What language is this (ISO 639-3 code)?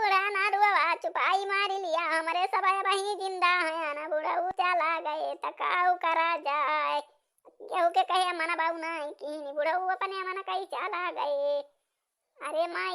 awa